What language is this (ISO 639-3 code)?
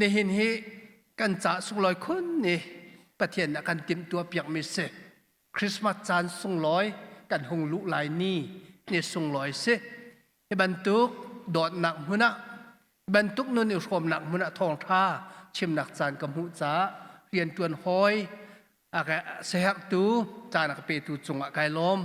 cnh